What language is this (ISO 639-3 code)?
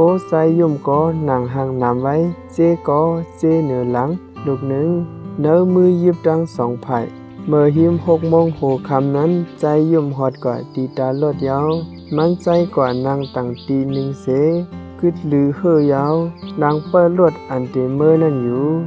shn